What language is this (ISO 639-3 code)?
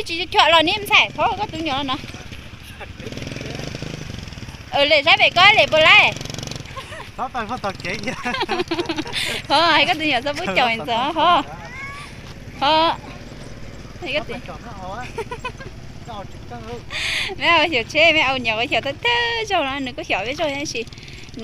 vie